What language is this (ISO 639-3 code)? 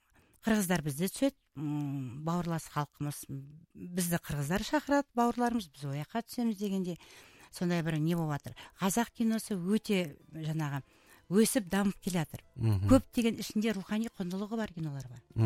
kaz